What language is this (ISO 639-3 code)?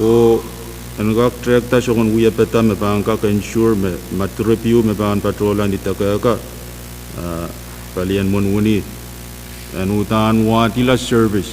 pon